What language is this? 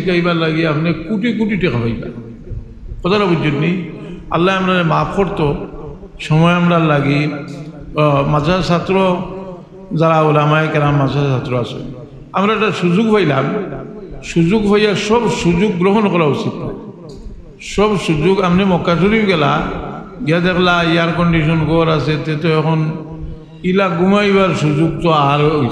Sylheti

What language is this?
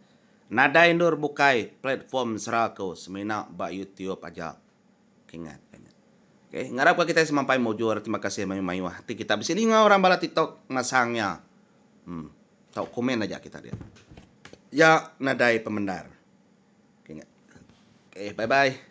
Iban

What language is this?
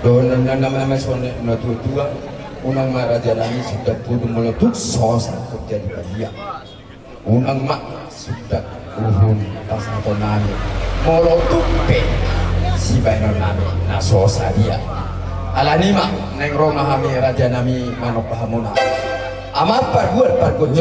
Batak Toba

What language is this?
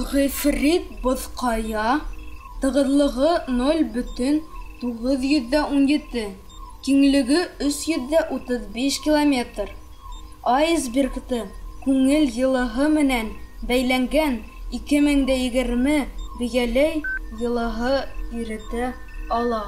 Bashkir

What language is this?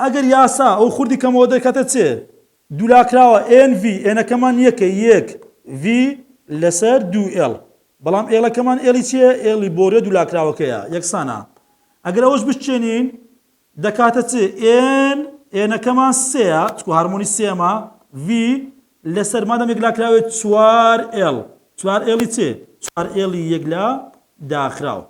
Central Kurdish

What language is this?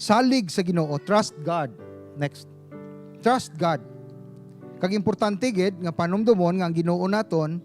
Hiligaynon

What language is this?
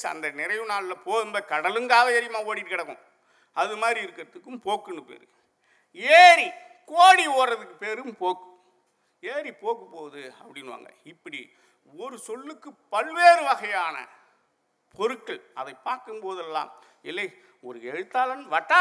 Tamil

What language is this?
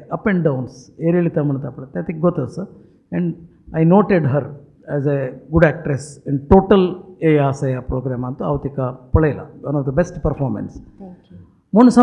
Konkani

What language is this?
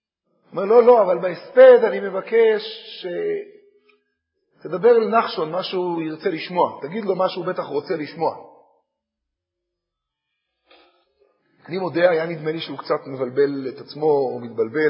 Hebrew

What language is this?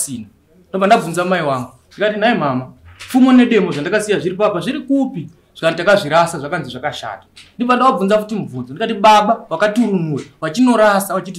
Shona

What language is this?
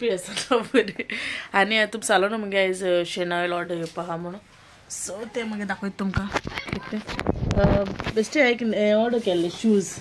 Konkani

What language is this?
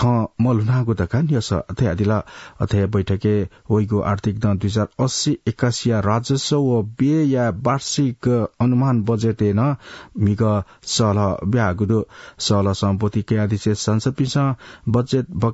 Newari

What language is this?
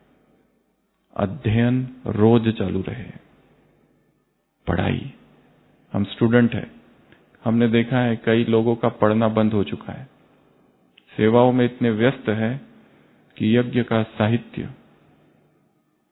Hindi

